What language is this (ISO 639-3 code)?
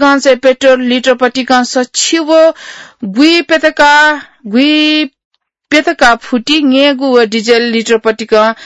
new